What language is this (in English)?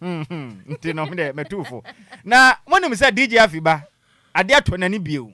Akan